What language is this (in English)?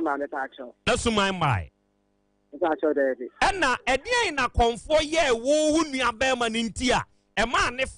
Akan